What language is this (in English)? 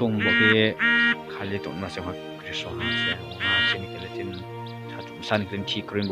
Riang (India)